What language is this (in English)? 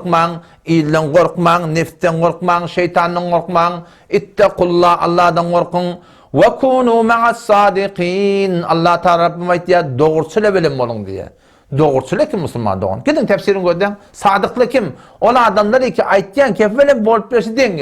Turkmen